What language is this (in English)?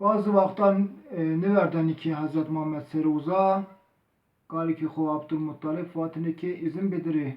Zaza